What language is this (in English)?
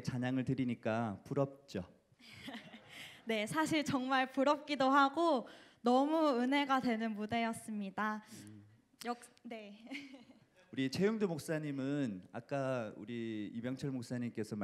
Korean